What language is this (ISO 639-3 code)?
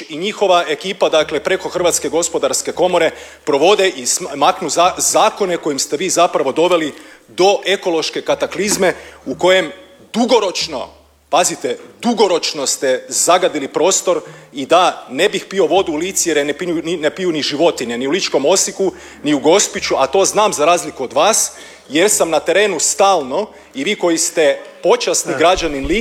hrv